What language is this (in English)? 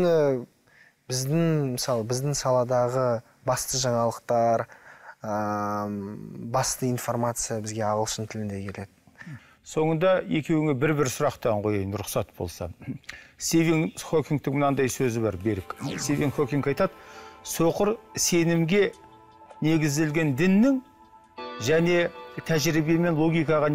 Kazakh